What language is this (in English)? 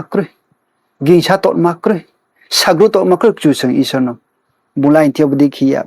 Riang (India)